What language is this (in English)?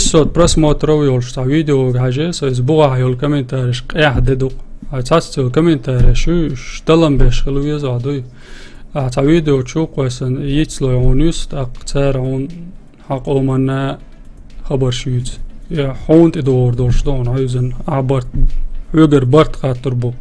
Chechen